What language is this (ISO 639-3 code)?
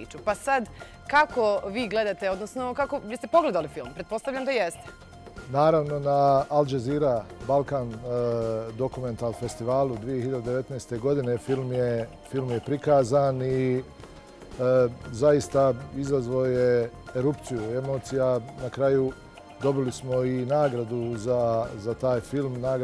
bos